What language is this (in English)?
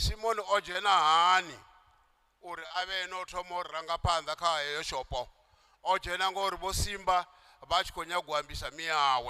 Venda